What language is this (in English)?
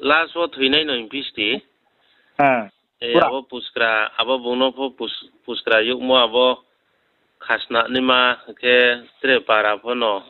Riang (India)